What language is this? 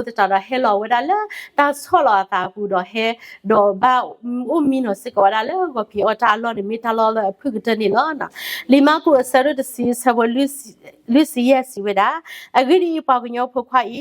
S'gaw Karen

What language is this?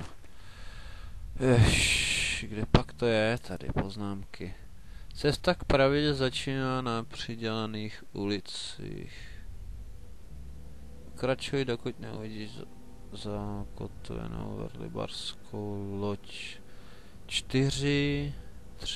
Czech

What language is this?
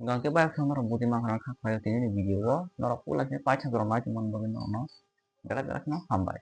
Kok Borok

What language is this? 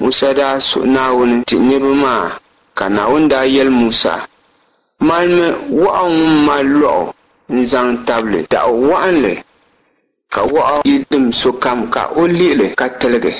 Dagbani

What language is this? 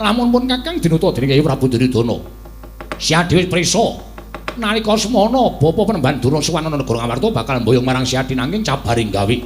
Javanese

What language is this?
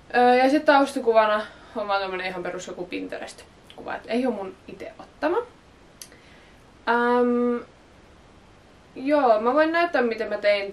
Finnish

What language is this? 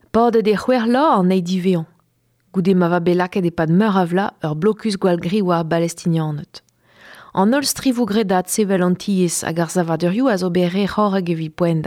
Breton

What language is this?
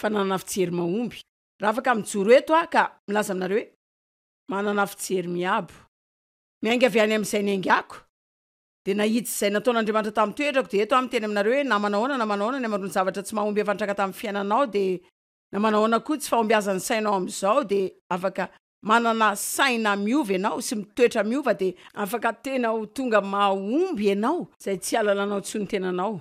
Malagasy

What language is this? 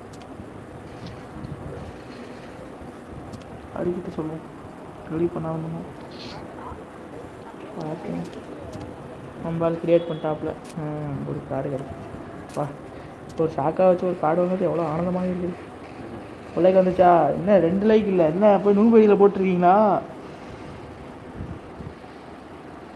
Tamil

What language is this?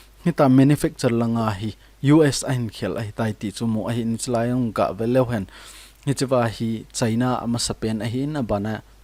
Thado Chin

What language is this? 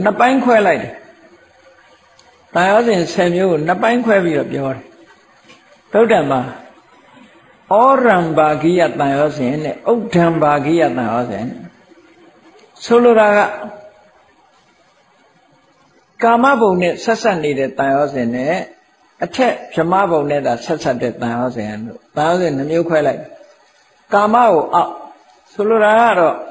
Burmese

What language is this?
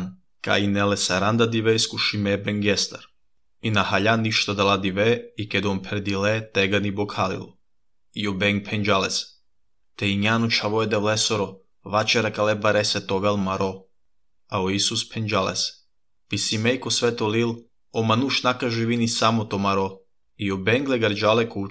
Serbian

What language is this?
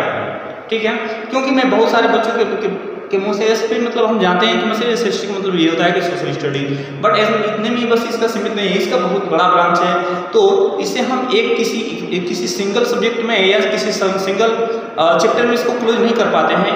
Hindi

